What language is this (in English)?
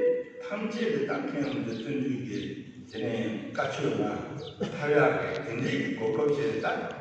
Tibetan